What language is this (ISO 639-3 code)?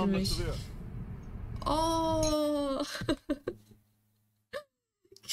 tur